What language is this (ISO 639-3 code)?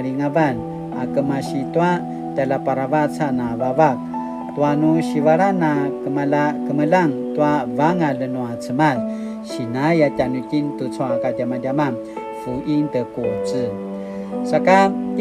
pwn